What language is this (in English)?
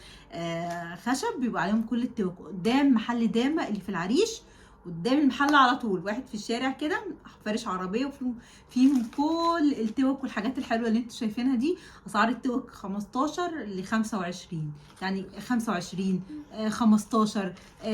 Egyptian Arabic